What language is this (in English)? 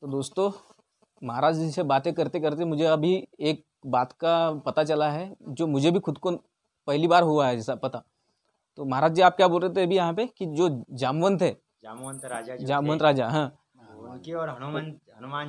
Hindi